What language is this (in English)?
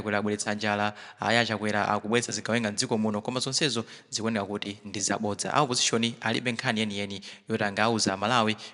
Nyanja